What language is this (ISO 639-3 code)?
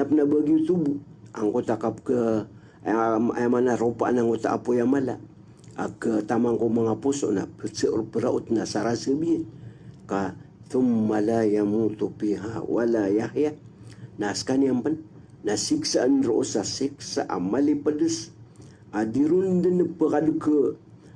mrw